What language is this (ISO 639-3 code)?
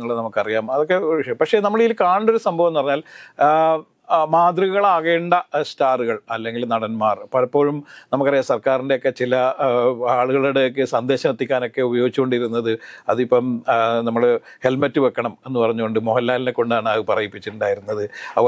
mal